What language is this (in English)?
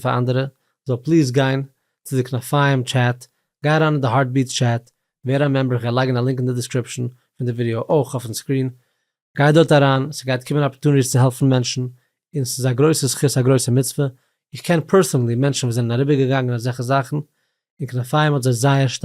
Yiddish